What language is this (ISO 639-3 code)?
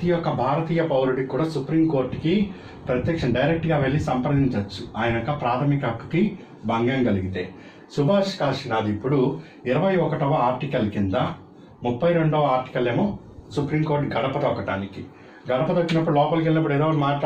tel